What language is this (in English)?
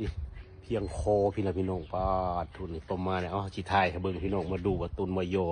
Northeastern Thai